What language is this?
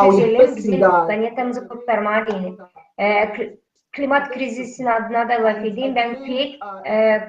Gagauz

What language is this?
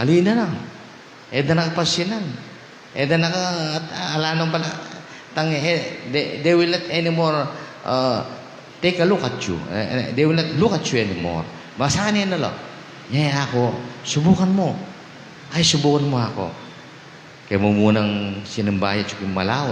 Pampanga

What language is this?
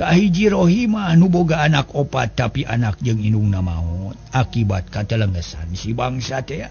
Sundanese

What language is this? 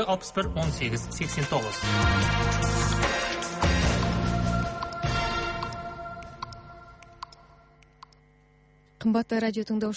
Kazakh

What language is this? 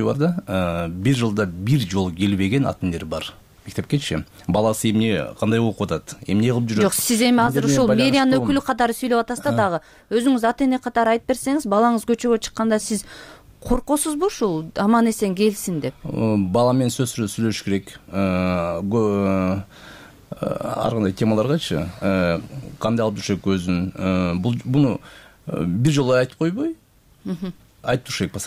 Kyrgyz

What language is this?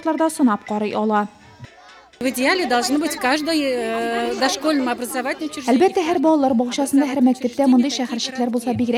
Tatar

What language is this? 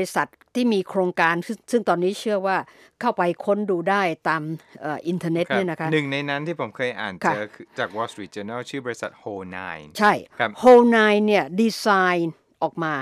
Thai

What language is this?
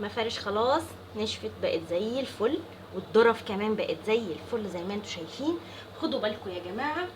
Egyptian Arabic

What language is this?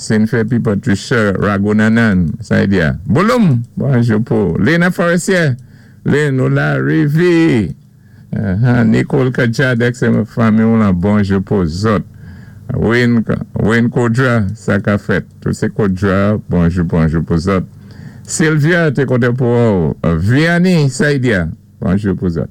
Saint Lucian Creole French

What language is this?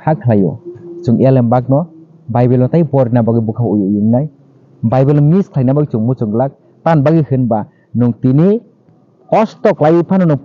Kok Borok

